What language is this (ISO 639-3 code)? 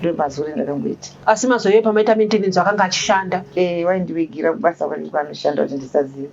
sna